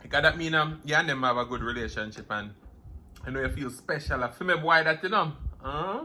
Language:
Jamaican Creole English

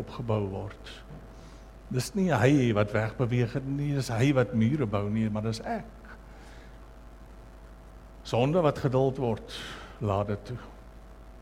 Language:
Afrikaans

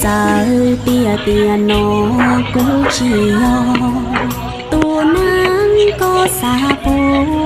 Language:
Hmong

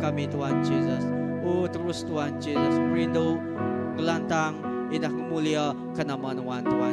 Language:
Iban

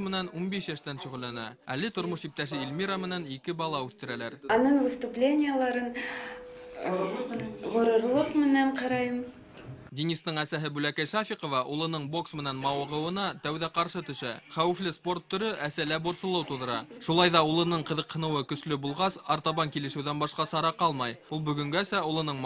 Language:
Bashkir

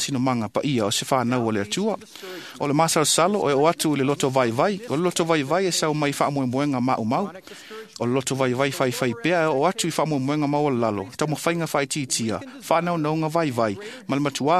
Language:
Samoan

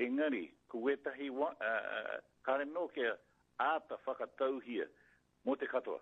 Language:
Māori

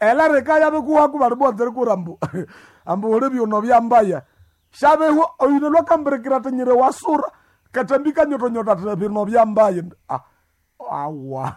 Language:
Nande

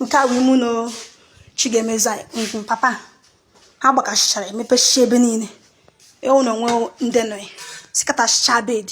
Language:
Igbo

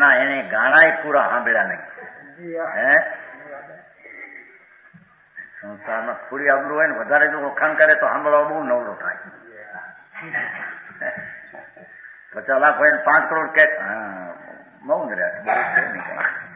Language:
Gujarati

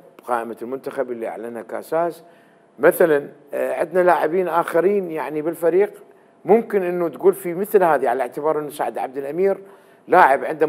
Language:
Mesopotamian Arabic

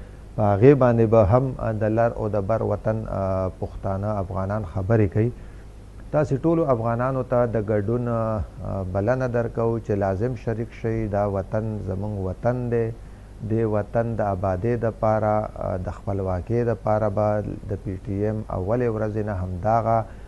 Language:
Pashto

